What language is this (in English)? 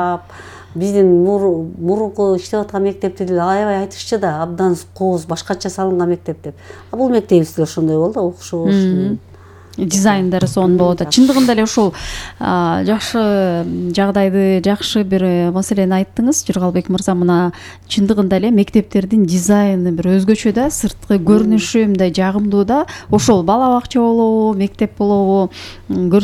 Kyrgyz